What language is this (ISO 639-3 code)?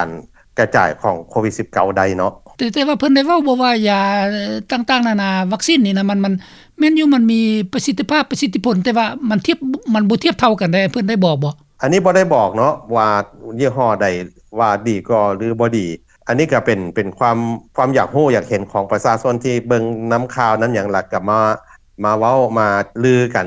lao